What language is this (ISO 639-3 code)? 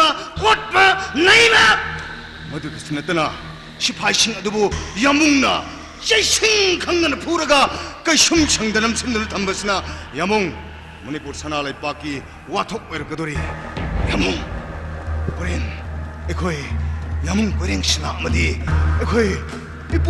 mni